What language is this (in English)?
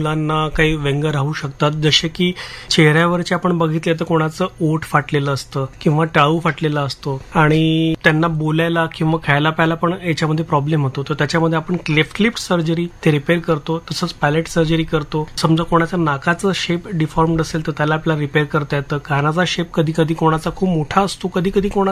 Marathi